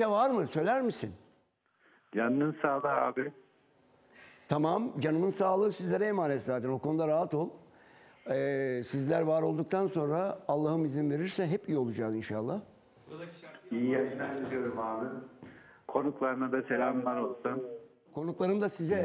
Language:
Turkish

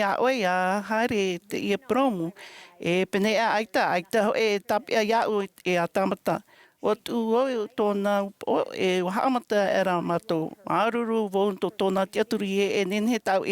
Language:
Tahitian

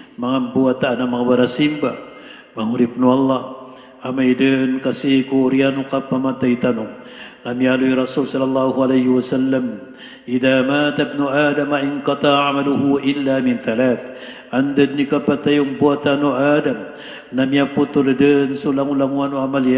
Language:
Maranao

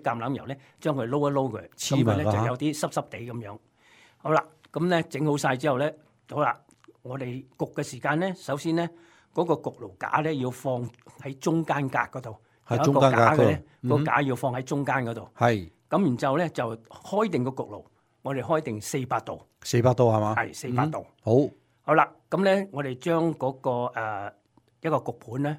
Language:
Cantonese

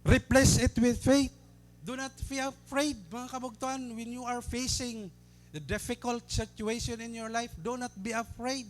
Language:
Waray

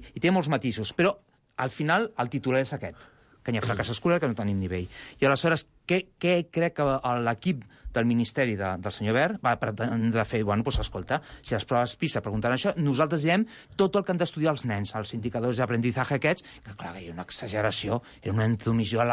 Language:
Catalan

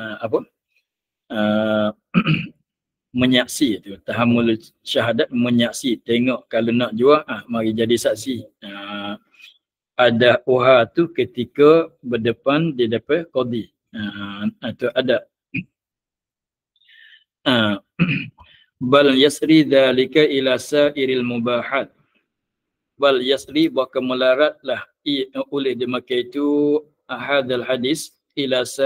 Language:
Malay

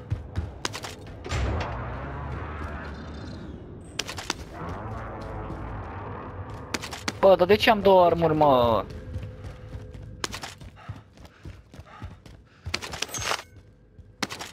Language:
Romanian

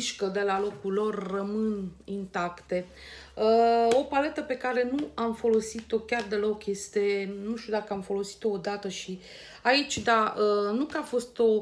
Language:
Romanian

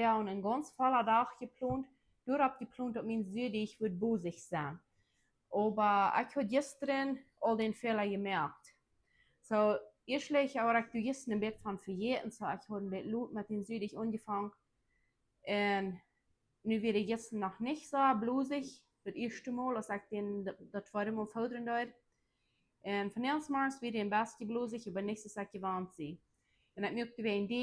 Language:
Plautdietsch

